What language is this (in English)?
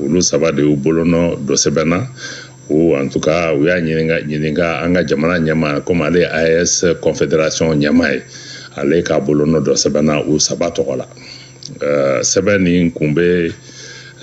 Bambara